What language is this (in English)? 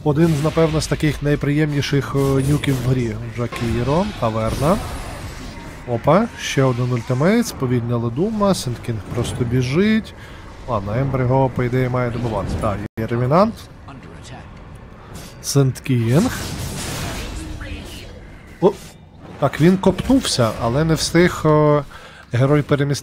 Ukrainian